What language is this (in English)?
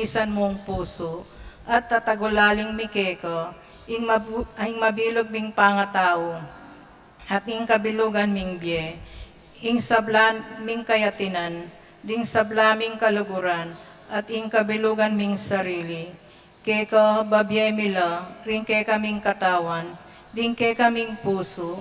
Pampanga